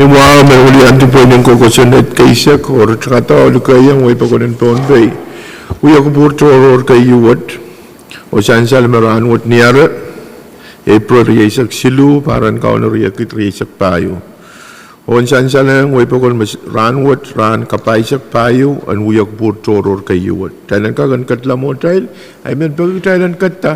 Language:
Pohnpeian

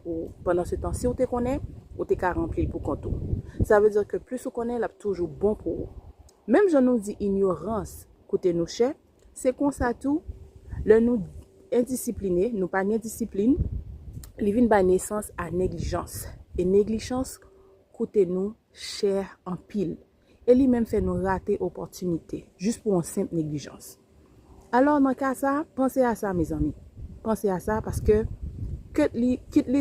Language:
Haitian Creole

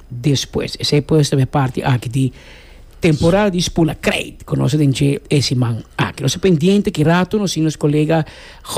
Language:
Papiamento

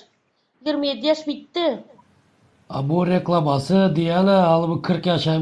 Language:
Turkmen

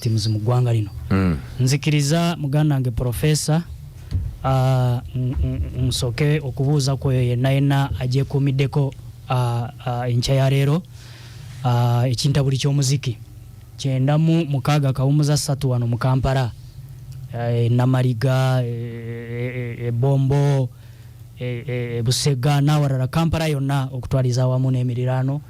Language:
Ganda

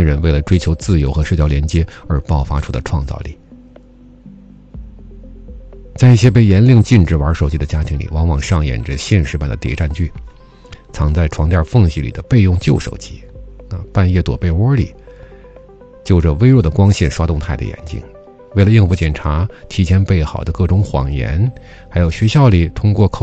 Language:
Chinese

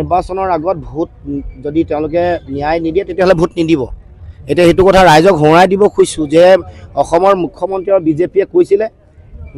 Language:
Assamese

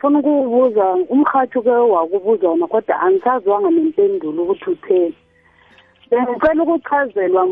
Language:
South Ndebele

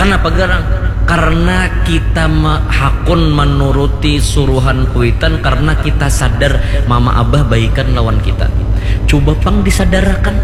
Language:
Banjar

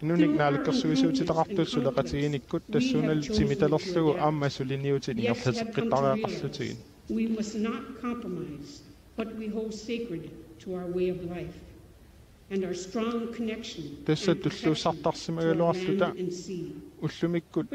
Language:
Kalaallisut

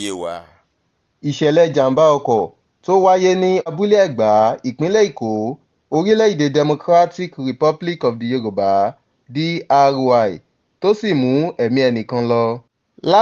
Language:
Yoruba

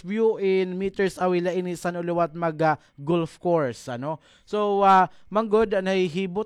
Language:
Waray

